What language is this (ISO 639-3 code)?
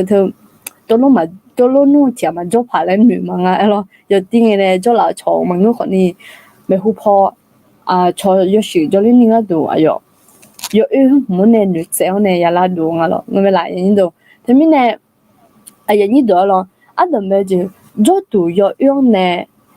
ahk